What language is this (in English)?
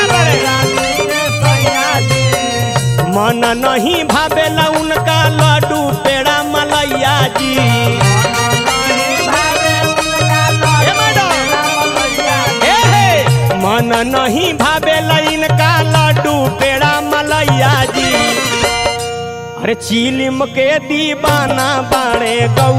Bhojpuri